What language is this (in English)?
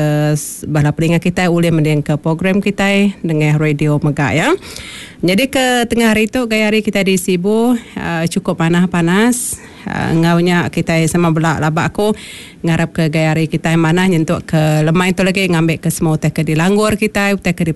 Iban